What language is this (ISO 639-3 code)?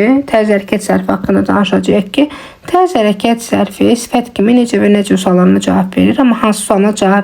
aze